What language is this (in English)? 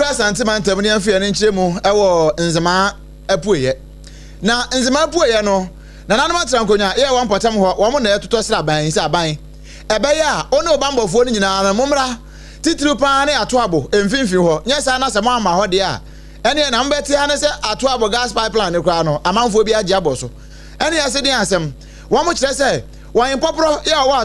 Akan